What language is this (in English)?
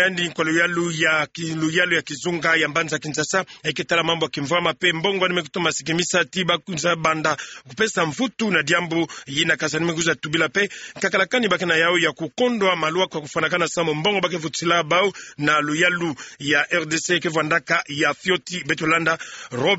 Kituba (Democratic Republic of Congo)